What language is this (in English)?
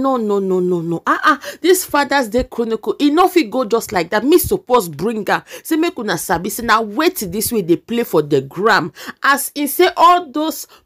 Nigerian Pidgin